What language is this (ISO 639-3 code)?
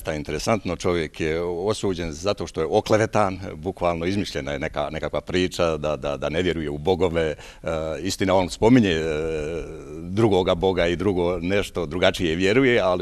bos